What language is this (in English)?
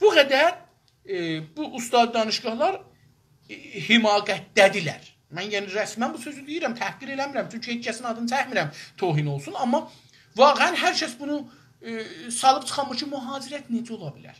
South Azerbaijani